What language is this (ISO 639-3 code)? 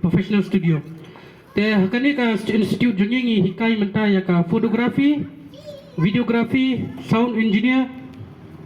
kha